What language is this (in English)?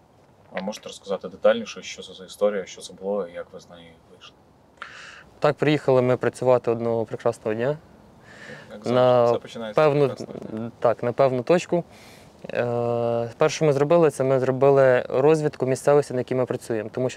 Ukrainian